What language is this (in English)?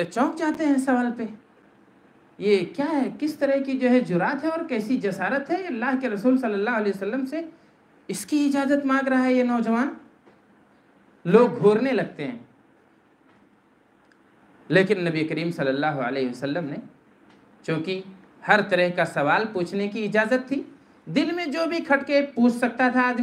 Urdu